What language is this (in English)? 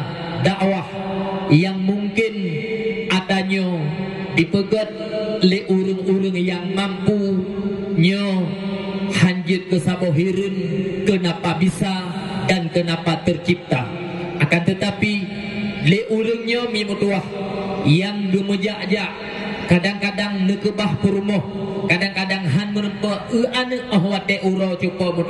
Achinese